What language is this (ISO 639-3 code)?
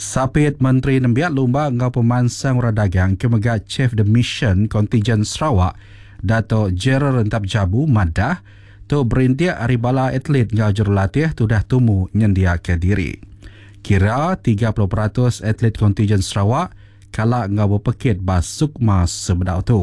iba